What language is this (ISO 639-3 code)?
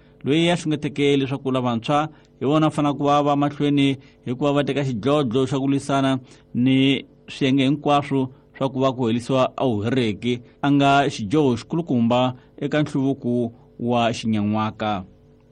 tso